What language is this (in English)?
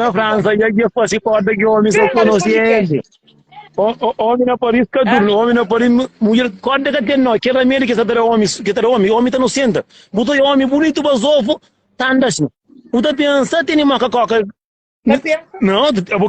Kabuverdianu